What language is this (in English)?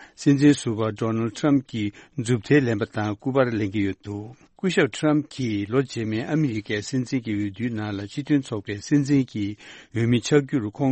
Tibetan